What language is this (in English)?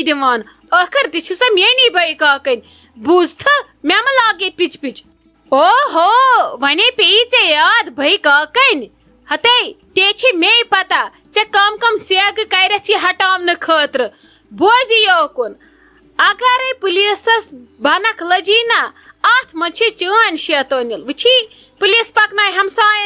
Kashmiri